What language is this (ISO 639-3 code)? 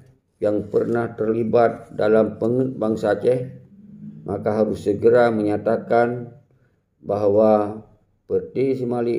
ace